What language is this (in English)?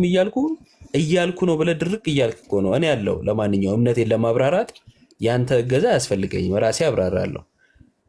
Amharic